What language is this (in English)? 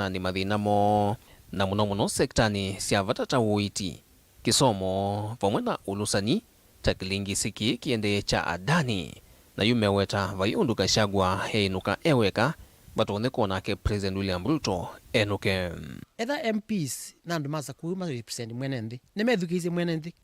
Kamba